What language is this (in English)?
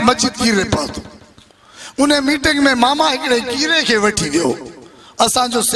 Sindhi